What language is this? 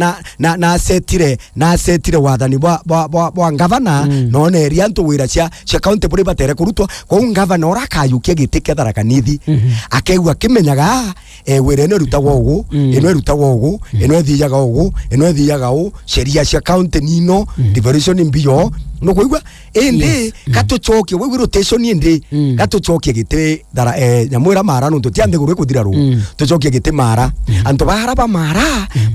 Meru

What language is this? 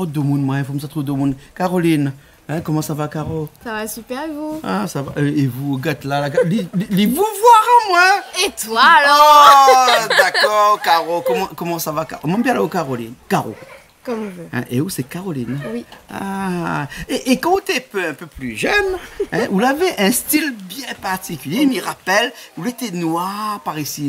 Réunion Creole French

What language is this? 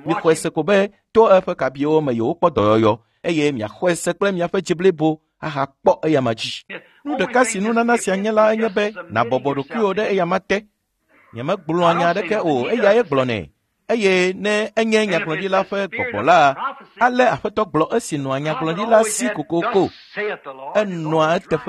Ewe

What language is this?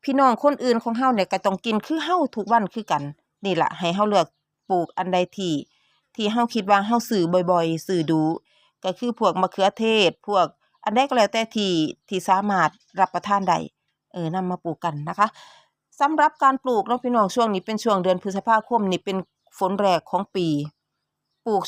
Lao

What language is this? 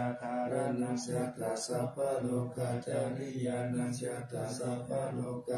Pali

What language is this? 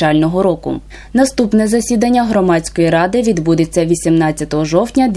Ukrainian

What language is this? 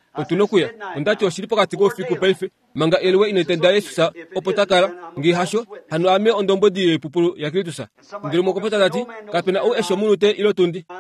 Kuanyama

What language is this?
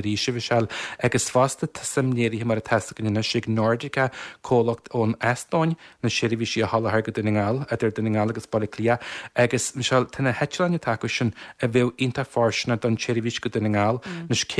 Irish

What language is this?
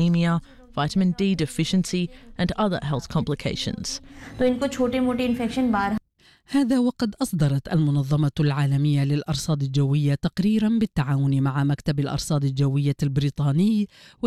Arabic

